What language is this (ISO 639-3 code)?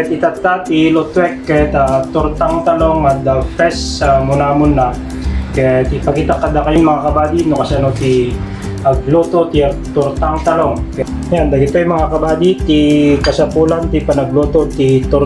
ilo